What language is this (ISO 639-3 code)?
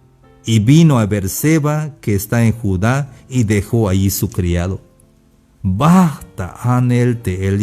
tzh